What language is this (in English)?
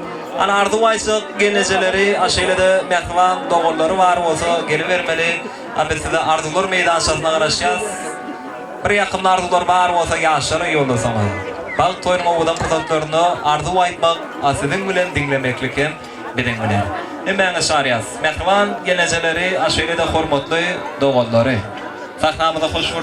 Turkmen